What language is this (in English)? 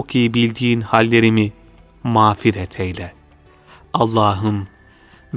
Turkish